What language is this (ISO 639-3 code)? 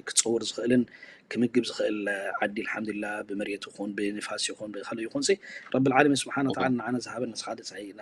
tir